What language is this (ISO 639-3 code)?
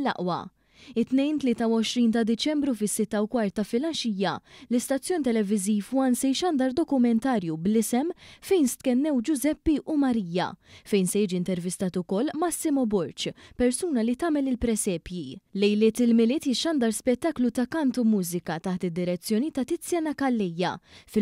mlt